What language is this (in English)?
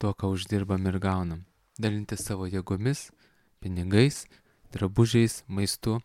Lithuanian